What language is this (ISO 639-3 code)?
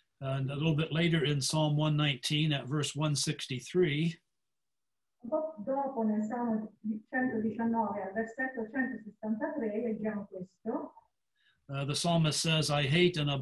ita